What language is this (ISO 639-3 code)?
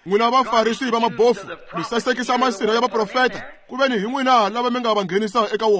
tso